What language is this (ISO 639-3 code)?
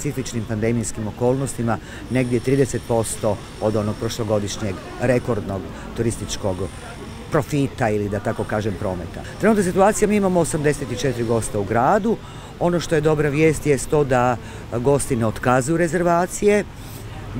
hrv